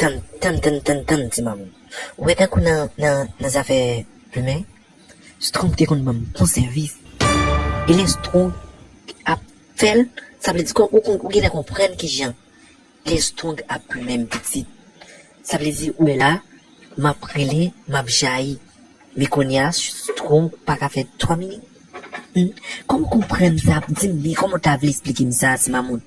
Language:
Haitian Creole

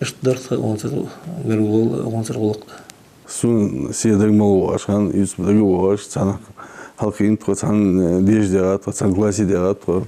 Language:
Ingush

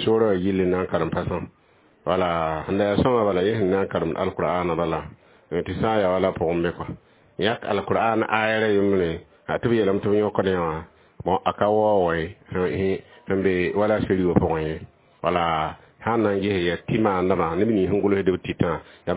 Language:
Mossi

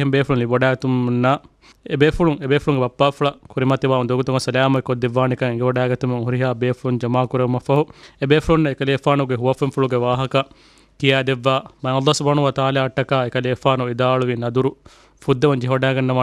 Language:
Divehi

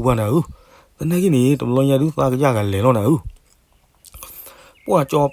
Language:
S'gaw Karen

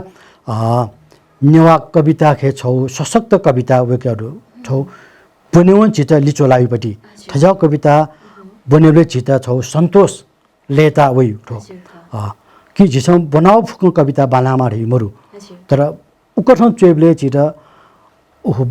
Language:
Newari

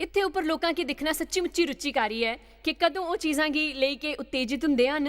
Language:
Dogri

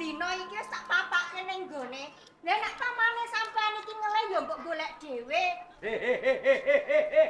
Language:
Javanese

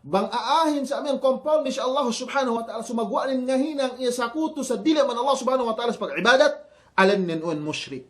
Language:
Yakan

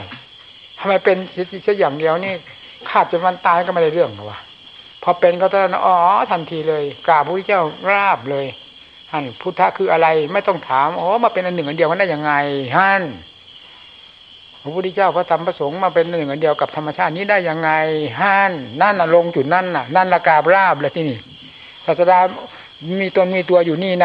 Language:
Thai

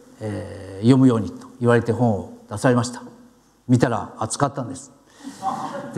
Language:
Japanese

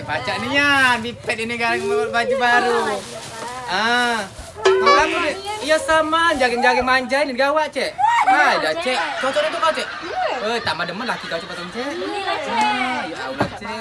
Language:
Musi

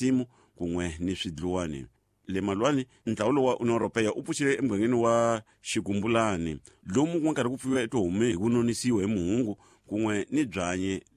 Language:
Tsonga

